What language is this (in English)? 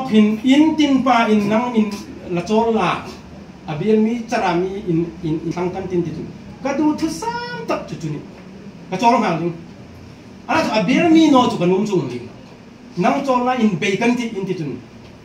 Hmar